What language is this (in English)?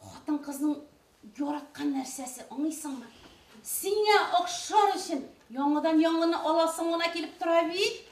Bashkir